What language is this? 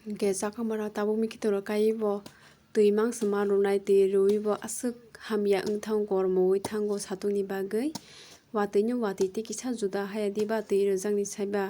Kok Borok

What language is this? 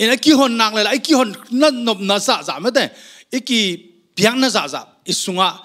Tedim Chin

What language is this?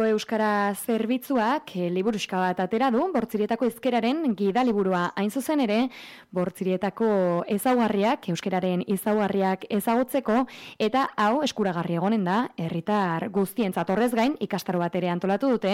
Basque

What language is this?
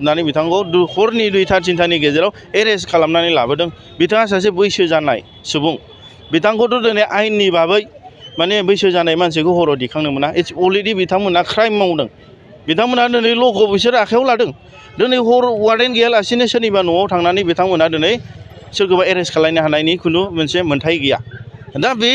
Bodo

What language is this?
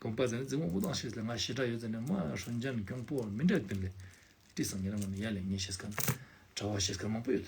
Ladakhi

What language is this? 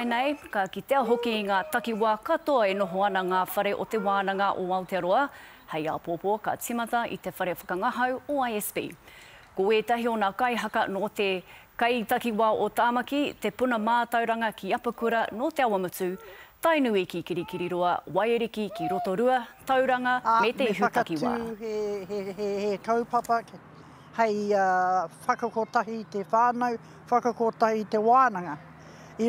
Māori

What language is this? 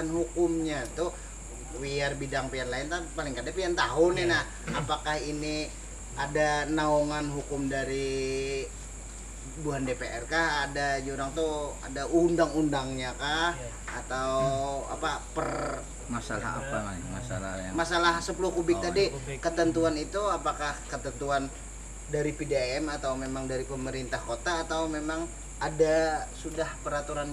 Banjar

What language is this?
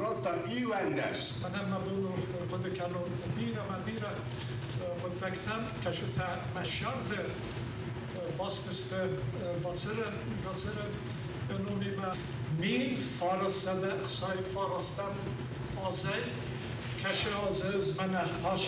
Ossetic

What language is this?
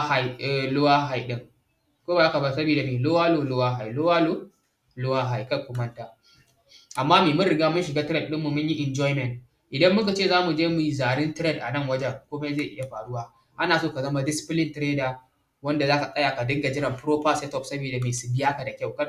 Hausa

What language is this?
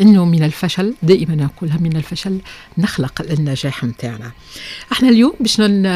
Tunisian Arabic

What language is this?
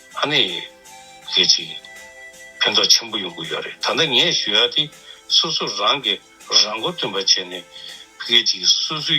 Tibetan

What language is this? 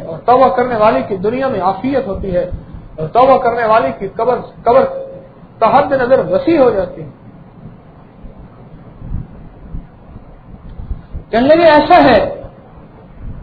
Urdu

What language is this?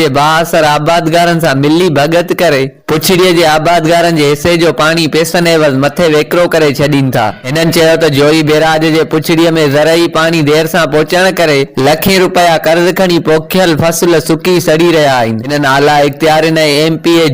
Sindhi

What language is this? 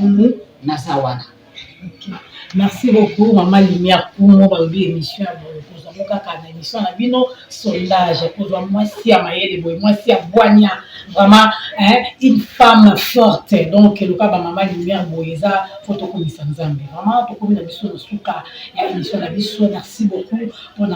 Lingala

